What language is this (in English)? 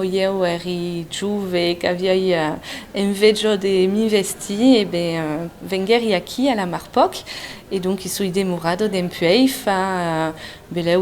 Occitan